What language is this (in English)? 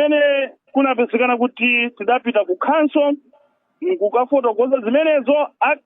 Nyanja